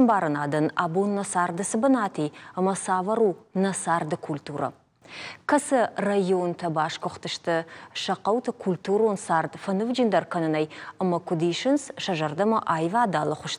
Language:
Ossetic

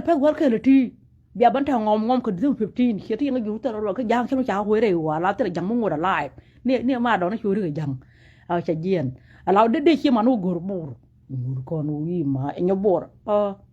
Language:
Nuer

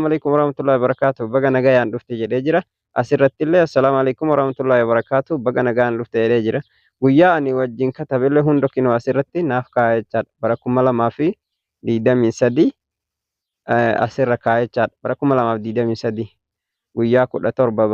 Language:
Oromo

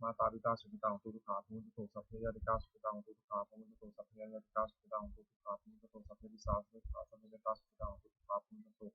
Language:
Pali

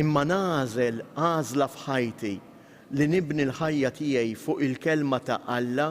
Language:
Maltese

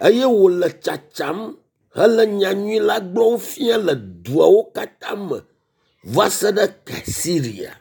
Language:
Ewe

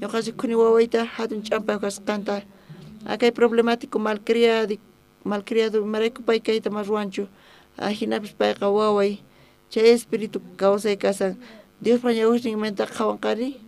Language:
South Bolivian Quechua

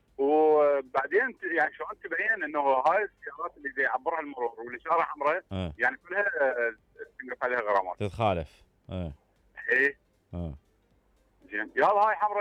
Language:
Mesopotamian Arabic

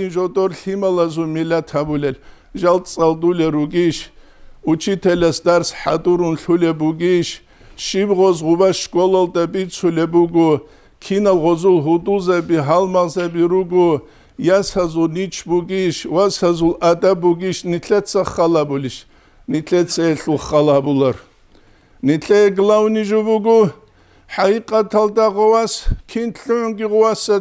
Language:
Avaric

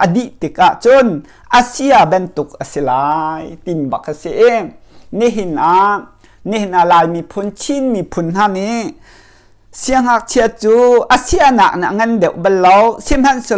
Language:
Hakha Chin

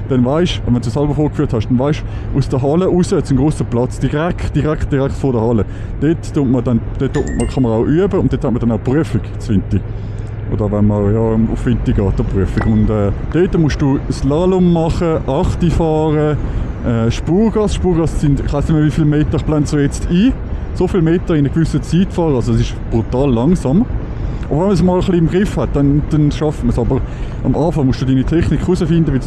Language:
Swiss German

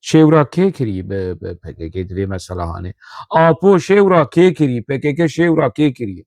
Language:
Kurdish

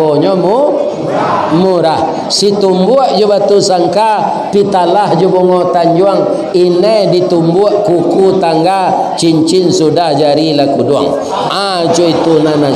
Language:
Minangkabau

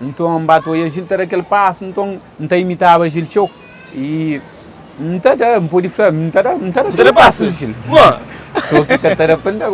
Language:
Kabuverdianu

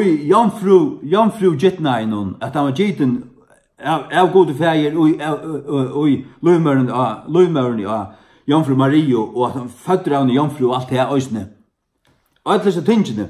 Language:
Faroese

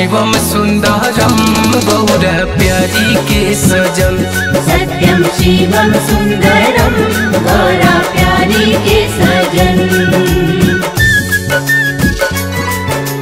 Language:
Bhojpuri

